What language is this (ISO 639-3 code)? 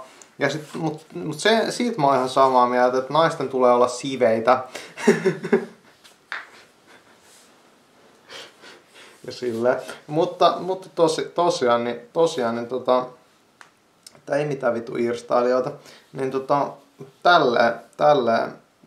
fin